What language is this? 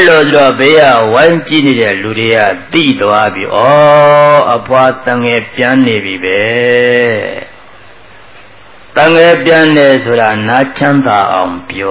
Burmese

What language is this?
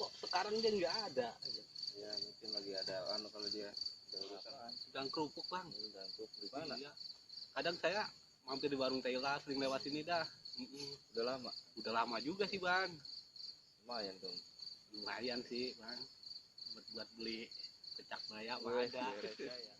Betawi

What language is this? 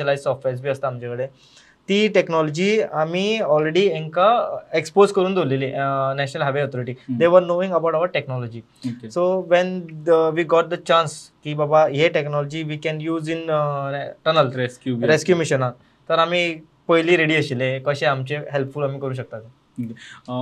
Konkani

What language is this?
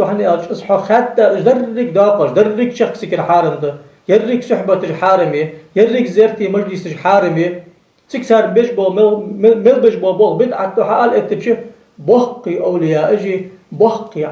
Ingush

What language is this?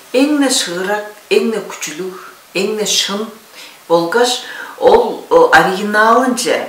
Tuvinian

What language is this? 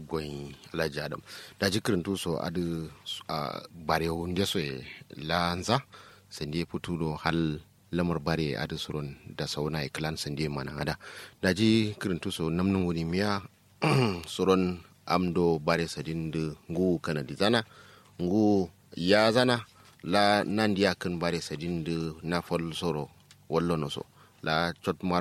Kanuri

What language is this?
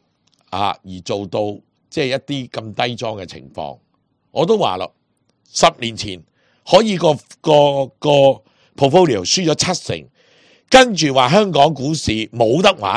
Cantonese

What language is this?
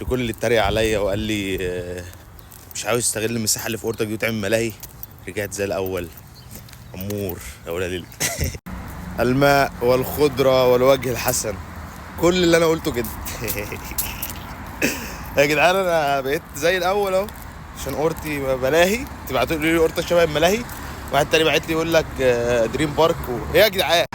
Egyptian Arabic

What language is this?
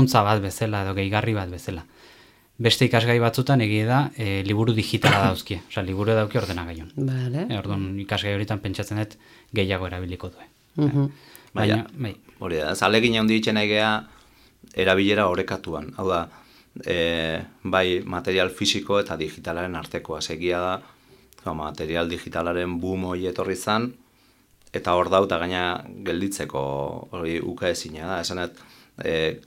Basque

